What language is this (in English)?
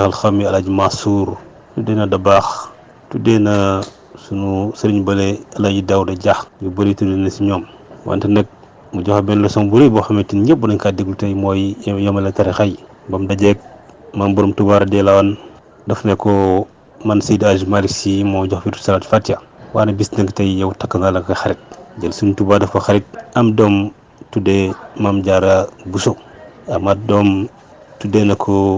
Wolof